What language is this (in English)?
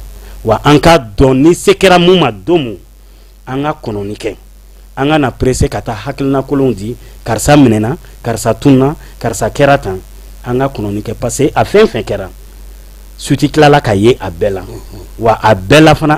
Bambara